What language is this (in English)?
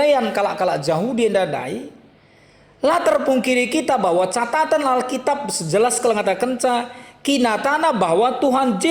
Batak Karo